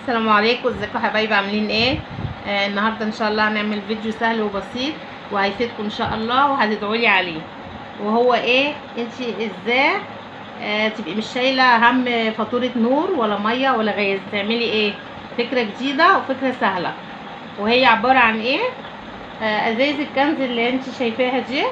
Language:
Egyptian Arabic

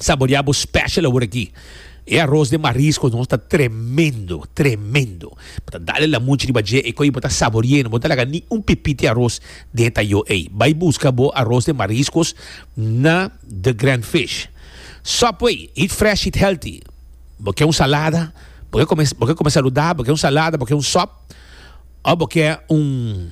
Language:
Papiamento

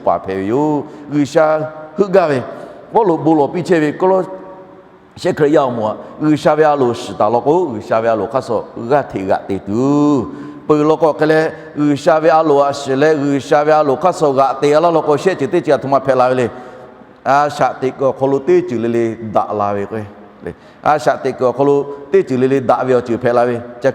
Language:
Lahu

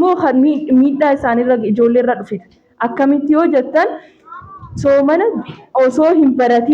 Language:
Oromo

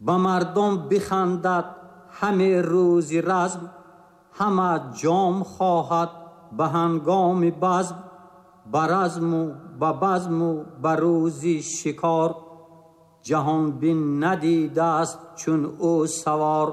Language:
Tajik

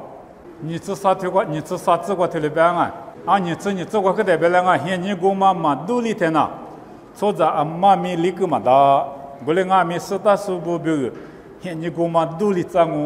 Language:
Lisu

